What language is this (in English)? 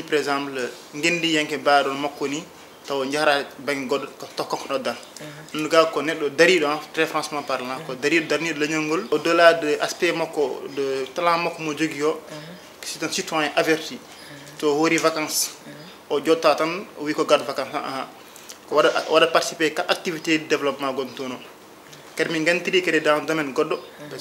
Fula